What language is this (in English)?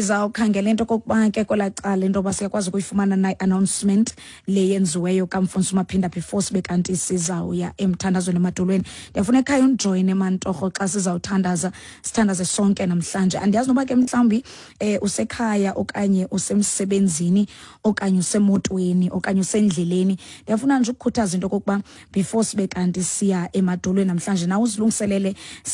Xhosa